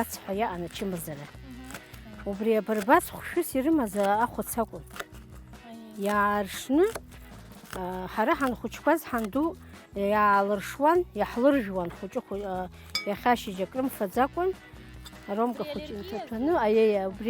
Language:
Abkhazian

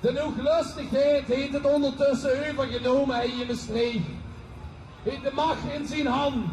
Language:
Limburgish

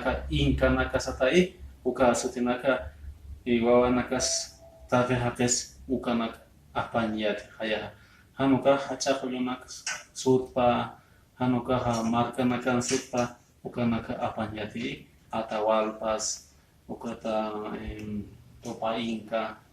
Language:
Aymara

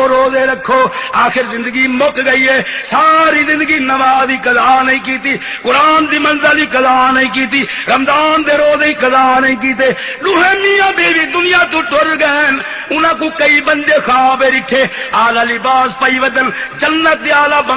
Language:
Saraiki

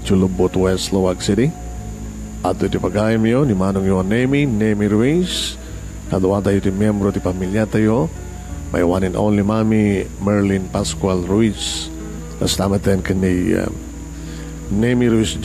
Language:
Iloko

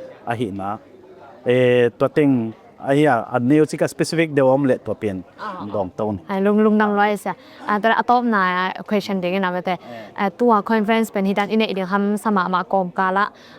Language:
Tedim Chin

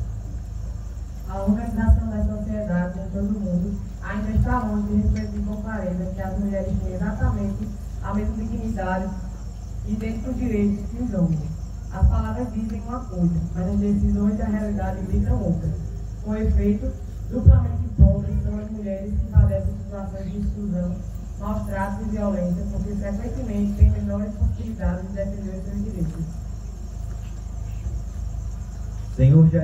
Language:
Portuguese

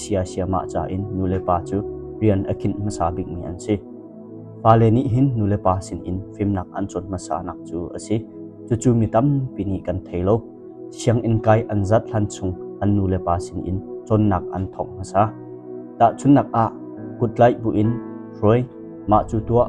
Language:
Hakha Chin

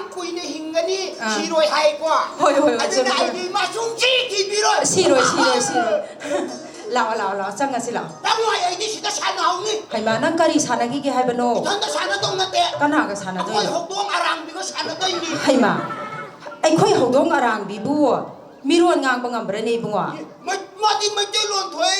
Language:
Manipuri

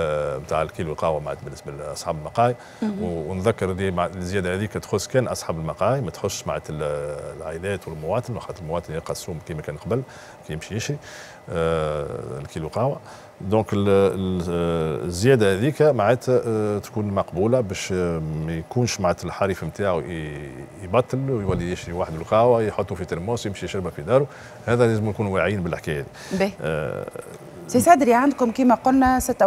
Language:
Tunisian Arabic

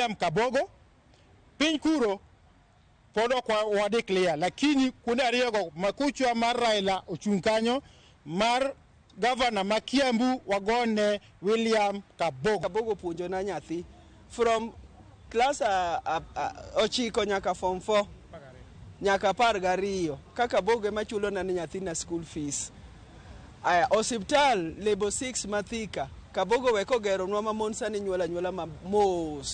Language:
Luo (Kenya and Tanzania)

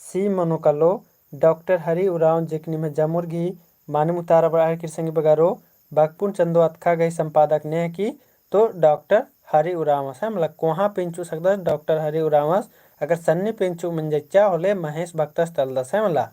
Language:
Kurukh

